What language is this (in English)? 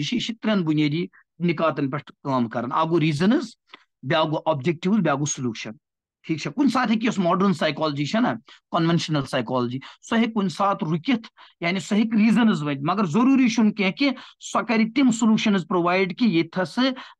Kashmiri